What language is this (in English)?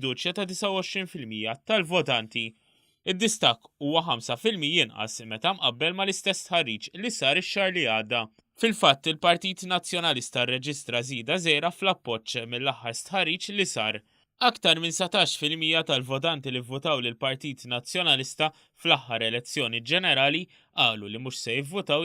Maltese